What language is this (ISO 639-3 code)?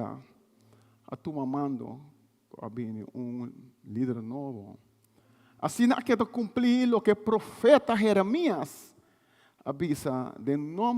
pap